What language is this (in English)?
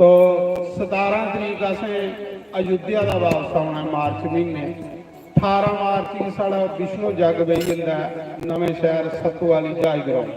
Dogri